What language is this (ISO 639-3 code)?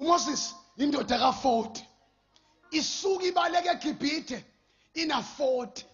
zul